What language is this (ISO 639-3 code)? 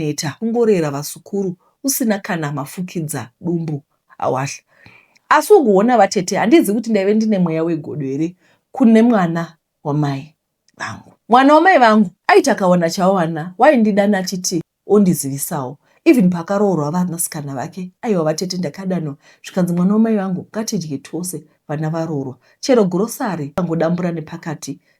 sna